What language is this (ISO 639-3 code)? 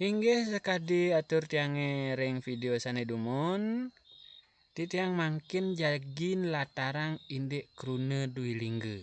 ban